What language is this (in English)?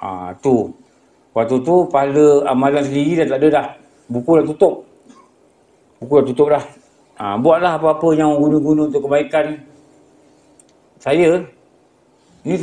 Malay